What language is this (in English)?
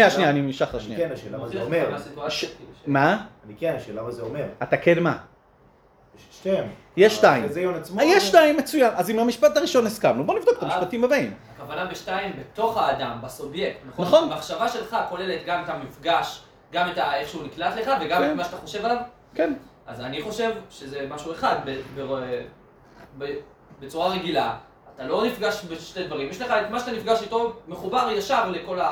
Hebrew